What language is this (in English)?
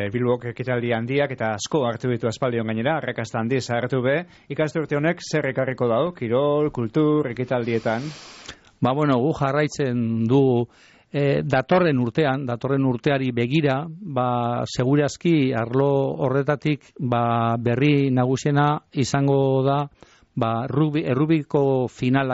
Basque